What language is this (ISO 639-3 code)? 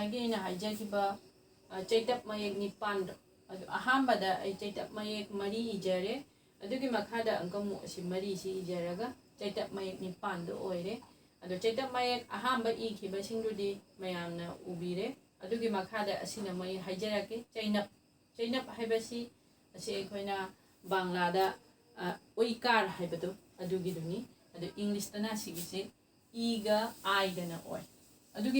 mni